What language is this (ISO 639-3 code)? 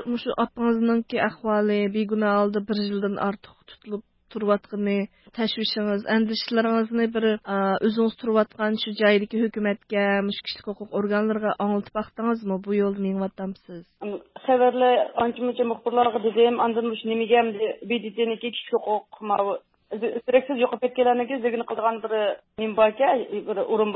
uig